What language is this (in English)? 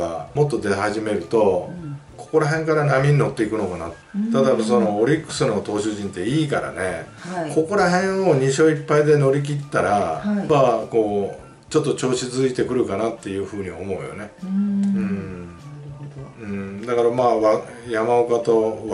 Japanese